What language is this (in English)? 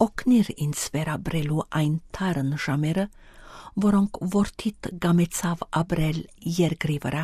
Armenian